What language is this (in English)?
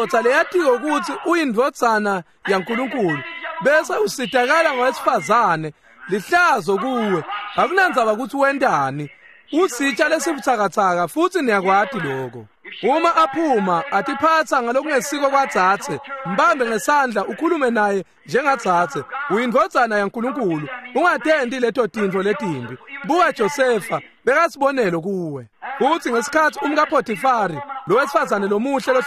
Swati